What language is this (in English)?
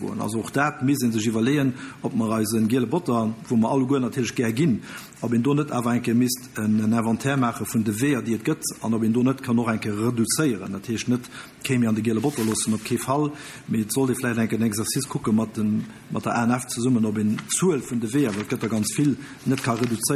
Luxembourgish